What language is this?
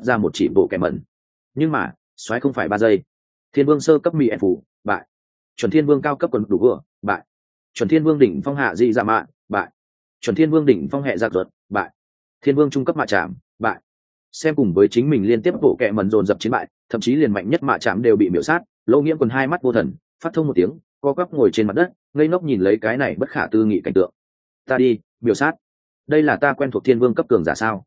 Vietnamese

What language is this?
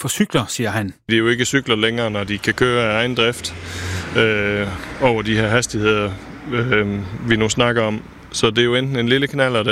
Danish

